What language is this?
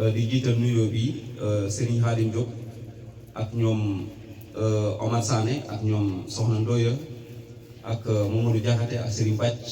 Wolof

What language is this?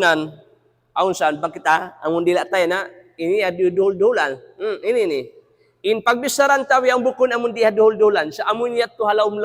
Tausug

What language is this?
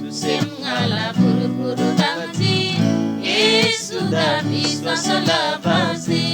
Eastern Tamang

